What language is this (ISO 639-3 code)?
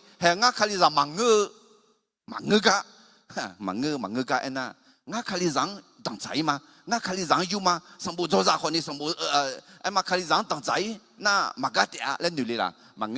ahk